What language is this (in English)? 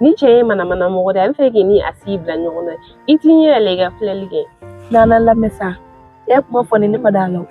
Bambara